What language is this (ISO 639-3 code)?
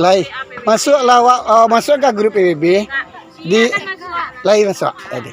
min